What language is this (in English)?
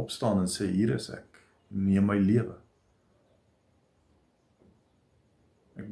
Afrikaans